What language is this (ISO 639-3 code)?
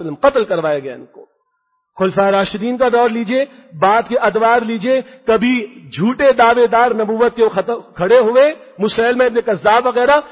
urd